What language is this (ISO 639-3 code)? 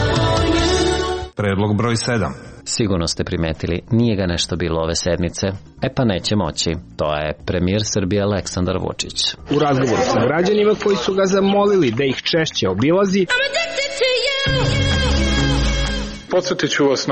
srp